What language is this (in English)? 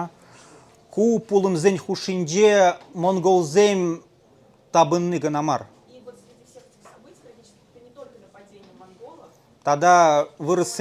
Chuvash